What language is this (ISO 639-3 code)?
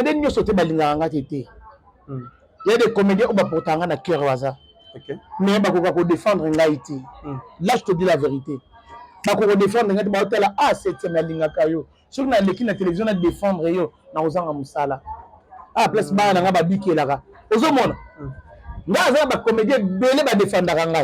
lin